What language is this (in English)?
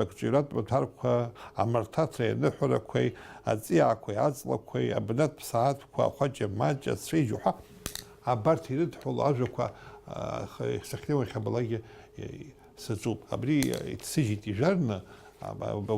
Abkhazian